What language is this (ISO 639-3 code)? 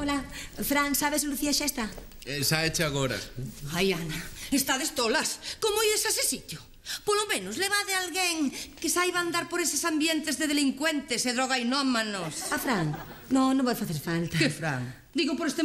glg